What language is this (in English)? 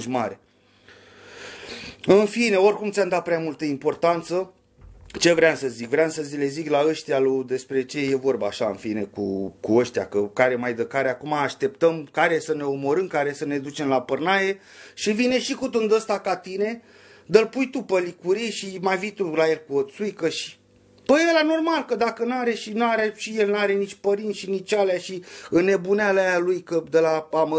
Romanian